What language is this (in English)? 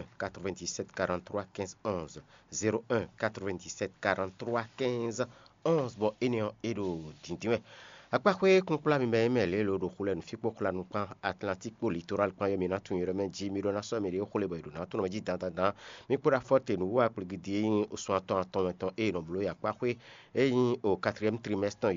Fon